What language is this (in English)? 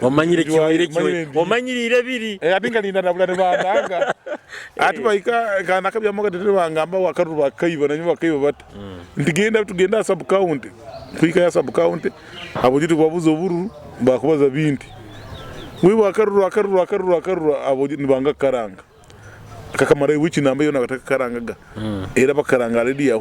Nyoro